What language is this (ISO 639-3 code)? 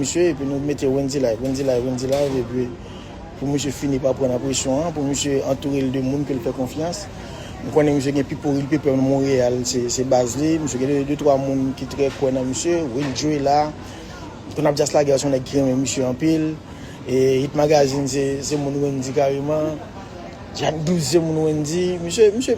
hat